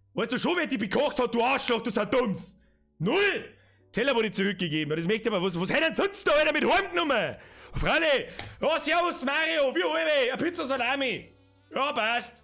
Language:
Bavarian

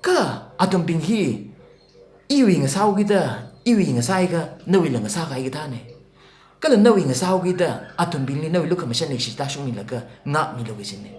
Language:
Tangkhul Naga (India)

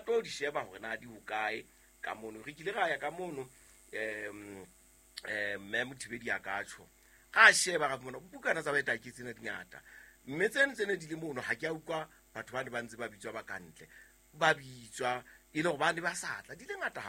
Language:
Southern Sotho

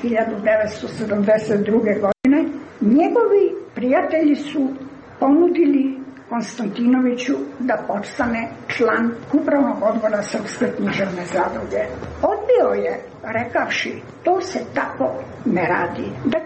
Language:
Serbian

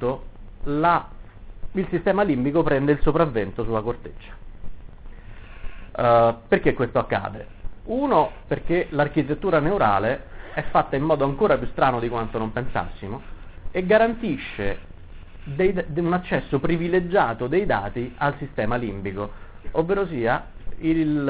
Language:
Italian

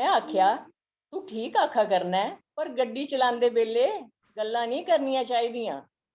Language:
Dogri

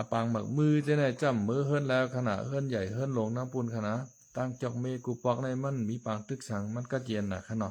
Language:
Shan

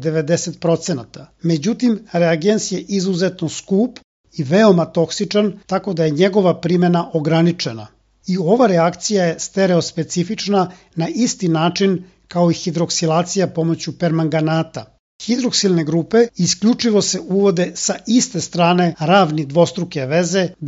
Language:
Serbian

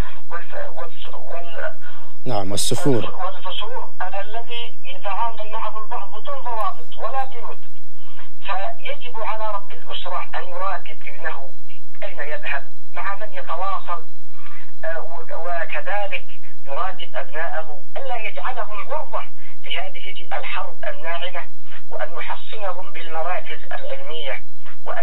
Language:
Arabic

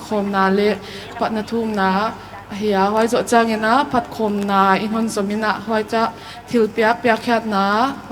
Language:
Paite Chin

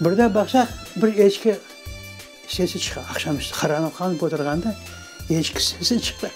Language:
Crimean Tatar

